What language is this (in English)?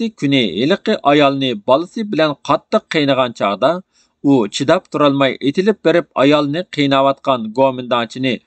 Uyghur